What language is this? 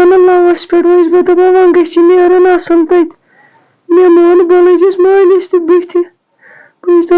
Kashmiri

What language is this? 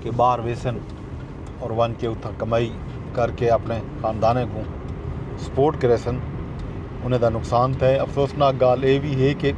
Saraiki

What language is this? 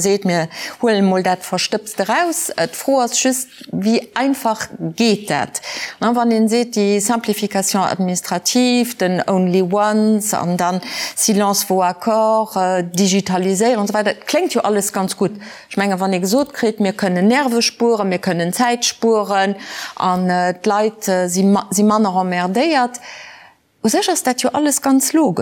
Luxembourgish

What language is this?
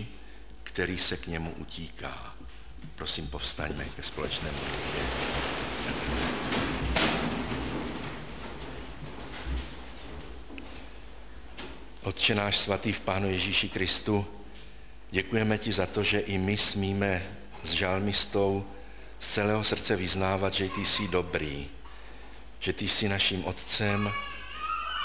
Czech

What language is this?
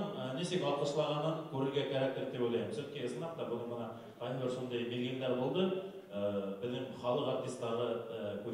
Bashkir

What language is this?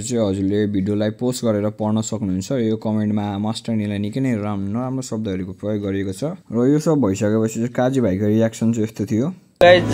Nepali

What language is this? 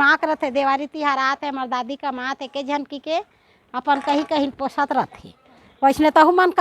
Chhattisgarhi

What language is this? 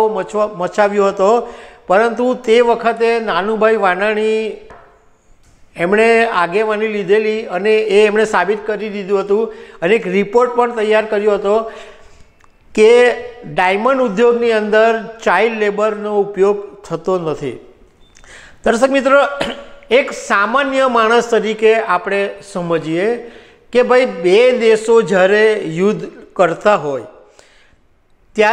Gujarati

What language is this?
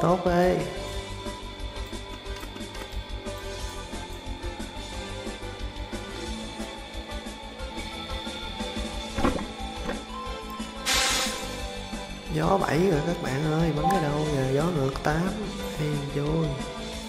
Vietnamese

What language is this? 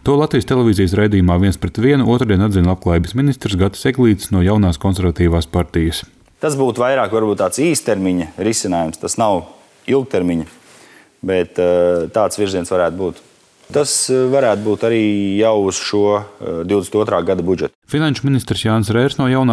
Latvian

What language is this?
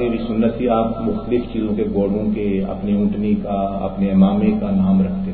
Urdu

